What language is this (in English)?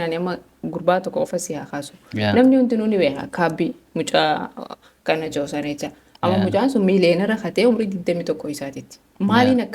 Oromo